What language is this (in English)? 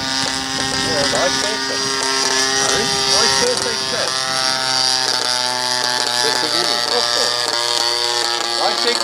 Afrikaans